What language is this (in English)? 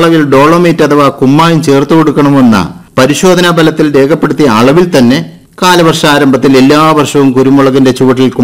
Malayalam